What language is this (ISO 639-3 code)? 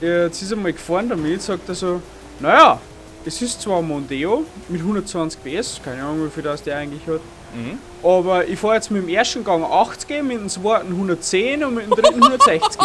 bar